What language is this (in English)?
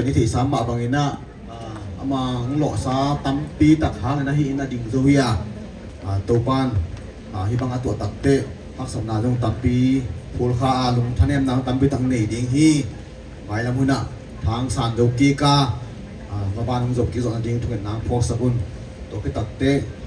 Tedim Chin